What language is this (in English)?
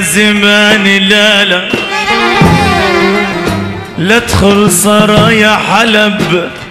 North Levantine Arabic